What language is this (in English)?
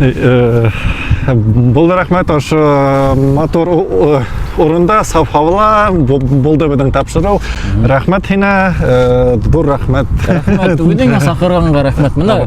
Bashkir